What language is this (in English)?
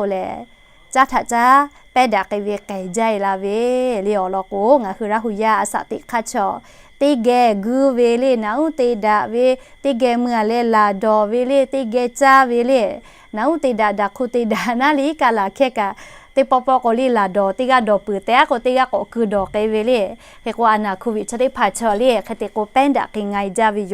Lahu